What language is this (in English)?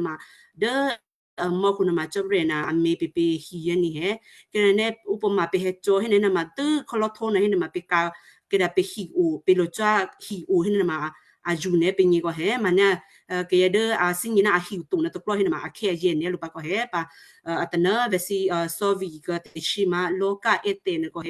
Western Kayah